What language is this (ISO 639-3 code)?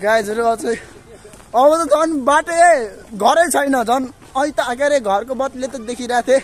nep